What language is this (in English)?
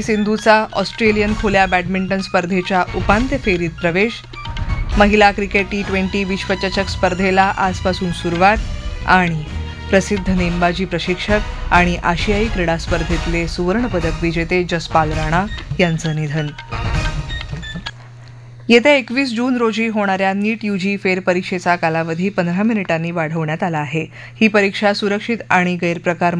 Marathi